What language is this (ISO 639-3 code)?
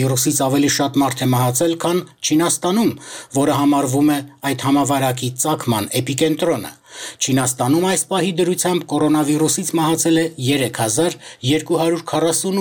hye